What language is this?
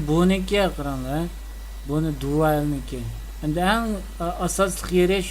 Uyghur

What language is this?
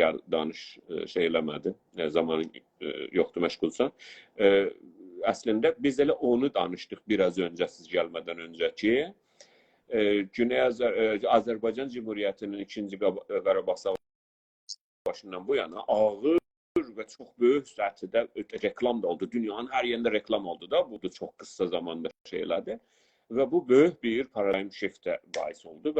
South Azerbaijani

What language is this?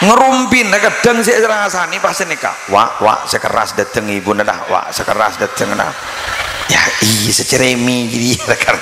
Madurese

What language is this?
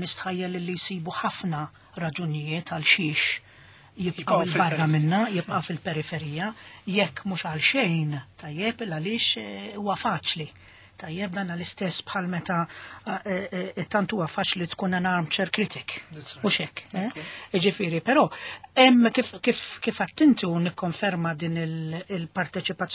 Maltese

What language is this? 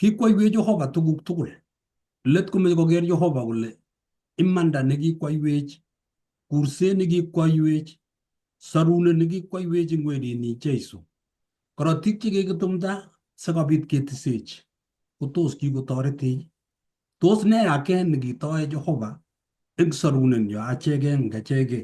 Kalenjin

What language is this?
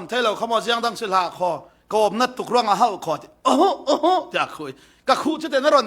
Falam Chin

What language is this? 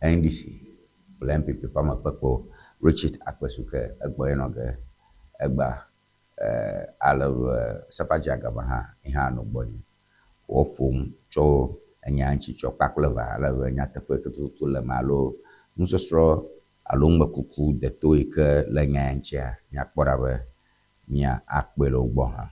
Ewe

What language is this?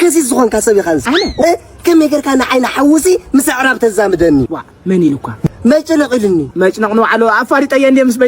Tigrinya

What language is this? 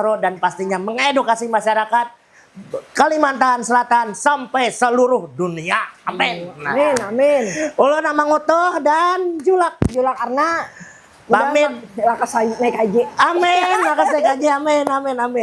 Banjar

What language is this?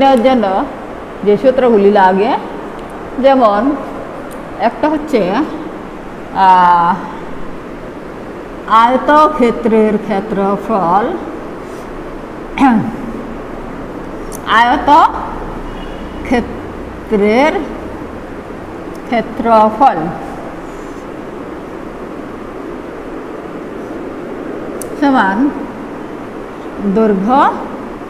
Bangla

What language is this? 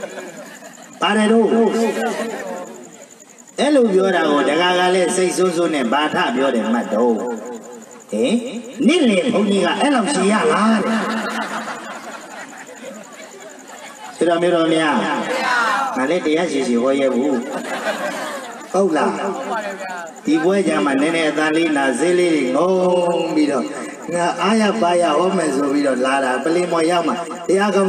Burmese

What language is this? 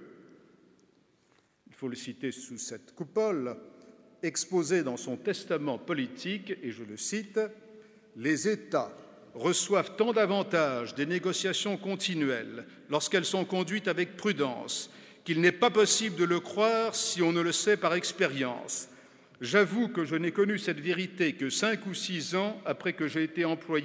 French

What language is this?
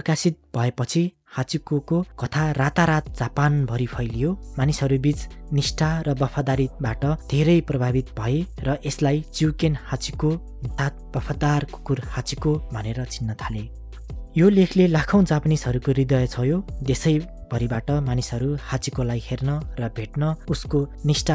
Nepali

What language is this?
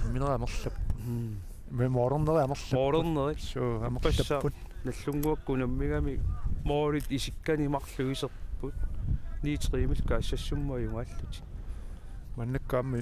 Kalaallisut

